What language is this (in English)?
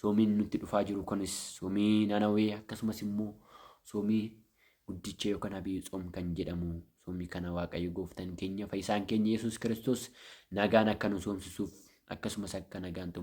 Oromo